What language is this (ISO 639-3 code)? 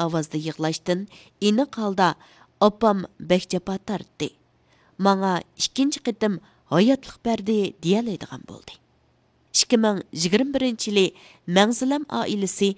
uig